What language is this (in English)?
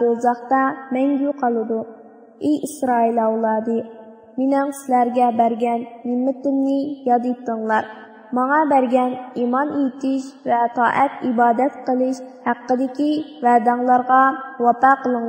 Uyghur